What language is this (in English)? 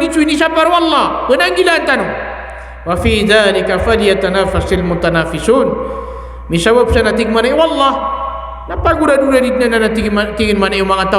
Maranao